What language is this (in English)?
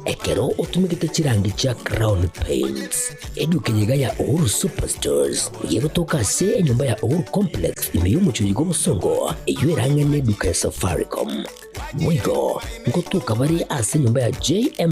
Gusii